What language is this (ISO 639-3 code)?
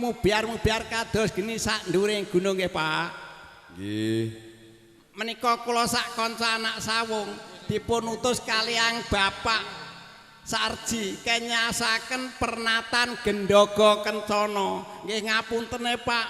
jav